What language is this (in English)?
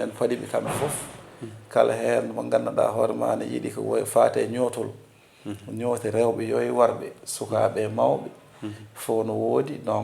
Fula